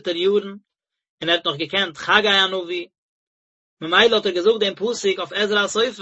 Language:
Yiddish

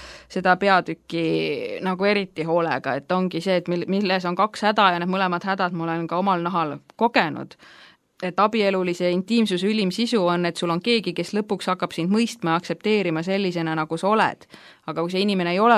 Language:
Estonian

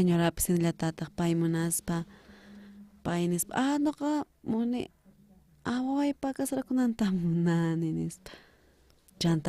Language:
South Bolivian Quechua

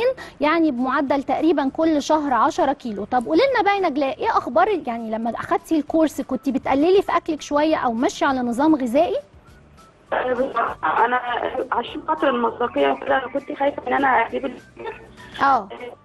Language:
Egyptian Arabic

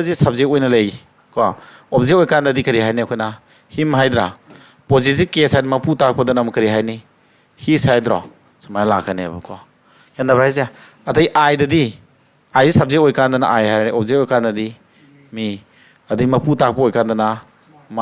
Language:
Manipuri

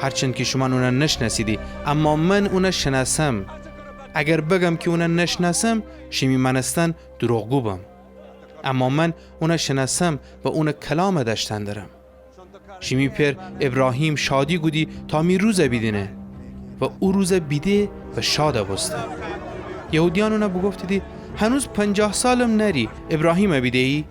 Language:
Gilaki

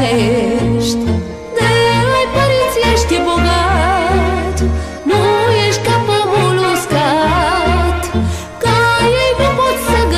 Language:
Romanian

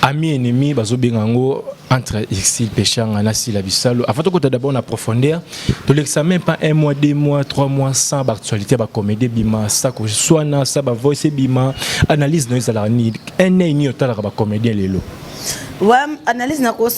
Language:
Lingala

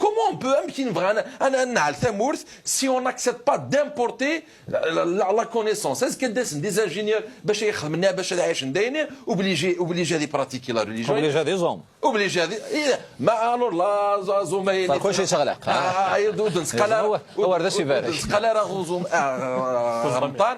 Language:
Kabyle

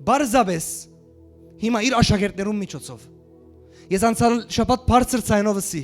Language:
Western Armenian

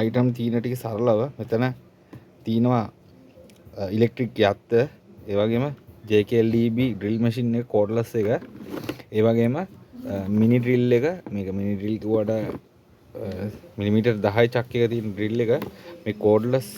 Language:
Sinhala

